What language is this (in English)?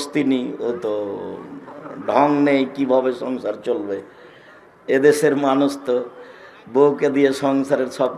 Bangla